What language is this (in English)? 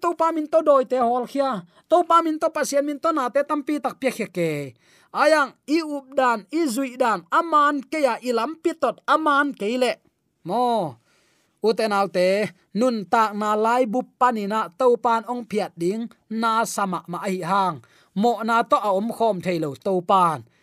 Tedim Chin